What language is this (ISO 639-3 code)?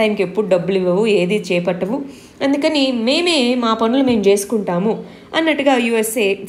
tel